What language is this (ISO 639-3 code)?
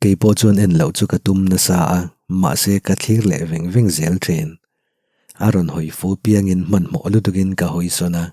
lus